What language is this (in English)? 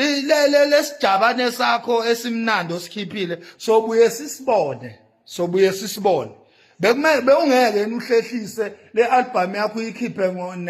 Zulu